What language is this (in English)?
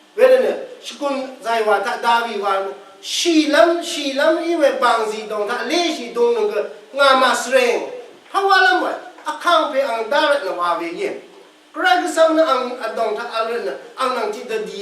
Rawang